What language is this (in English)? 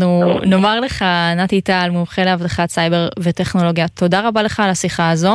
Hebrew